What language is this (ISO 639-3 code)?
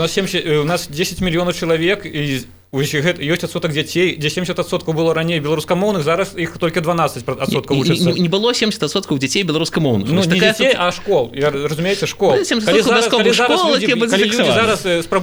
bel